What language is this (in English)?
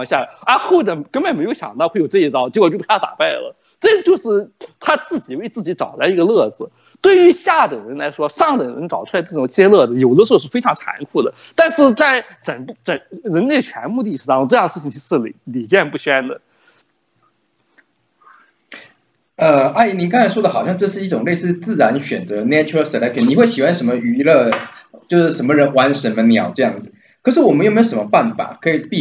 Chinese